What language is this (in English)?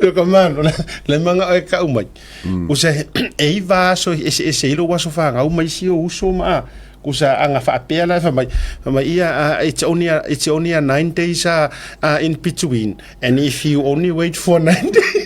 Samoan